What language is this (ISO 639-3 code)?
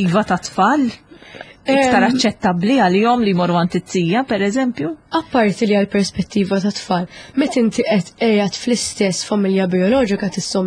mlt